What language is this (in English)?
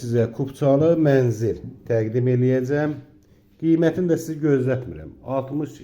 Azerbaijani